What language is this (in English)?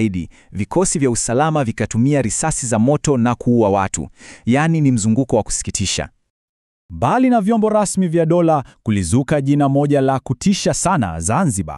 Swahili